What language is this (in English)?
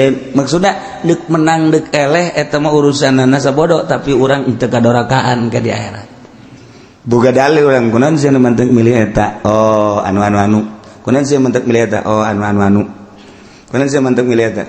Sundanese